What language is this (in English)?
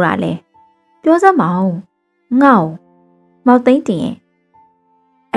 Burmese